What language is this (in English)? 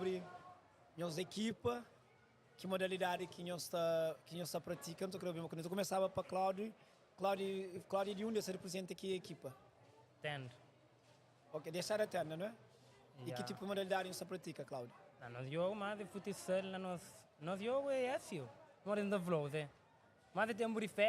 Kabuverdianu